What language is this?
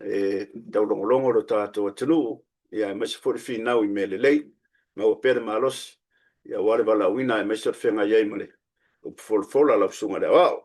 Samoan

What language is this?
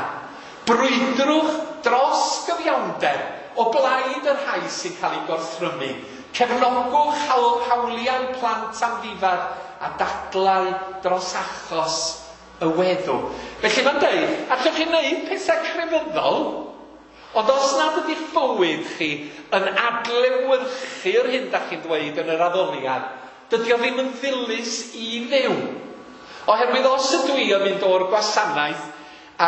Welsh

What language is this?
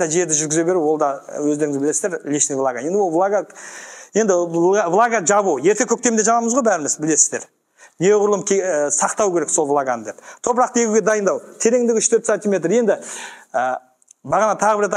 Kazakh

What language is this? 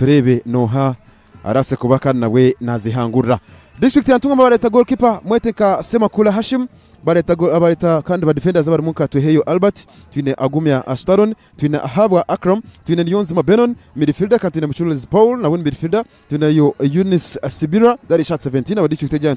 Nyankole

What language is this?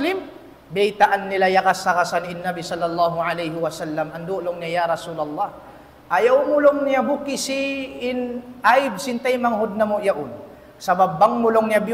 Tausug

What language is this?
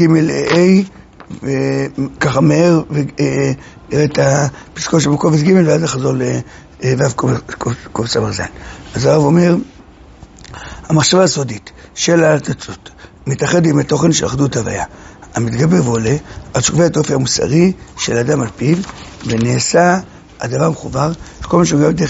Hebrew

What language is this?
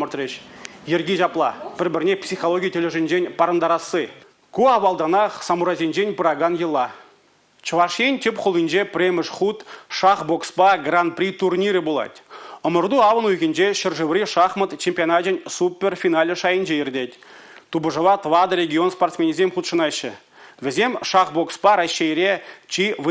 Chuvash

